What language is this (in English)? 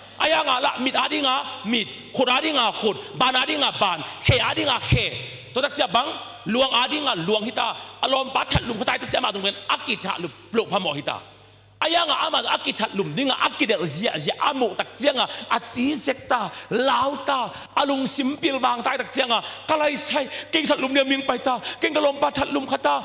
Tedim Chin